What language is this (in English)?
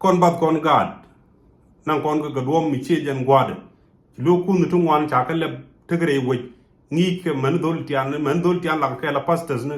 Nuer